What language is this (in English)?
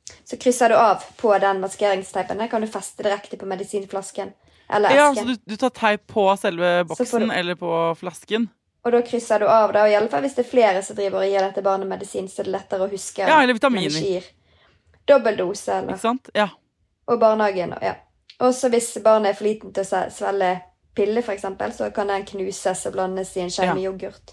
Norwegian